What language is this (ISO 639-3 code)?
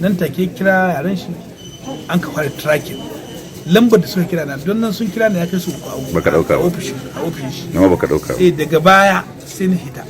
hau